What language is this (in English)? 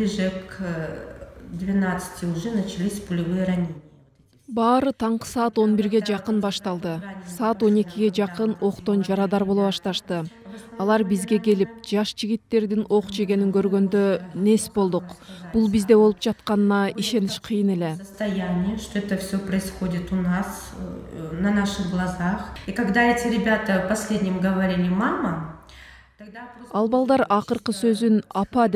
Kyrgyz